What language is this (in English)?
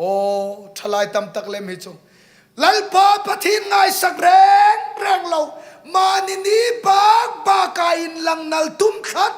Hmar